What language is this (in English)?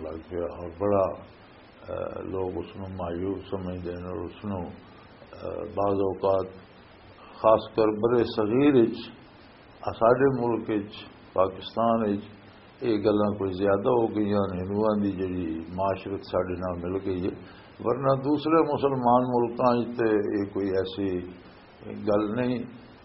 Western Panjabi